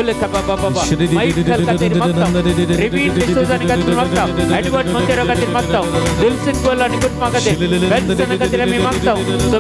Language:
Konkani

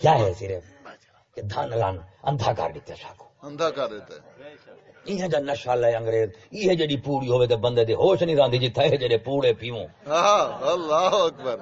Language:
Saraiki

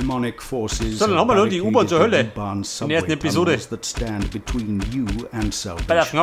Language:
Bavarian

